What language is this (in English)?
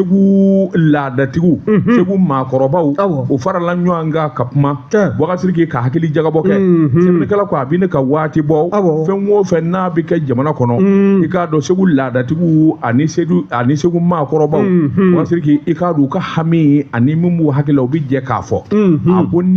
Bambara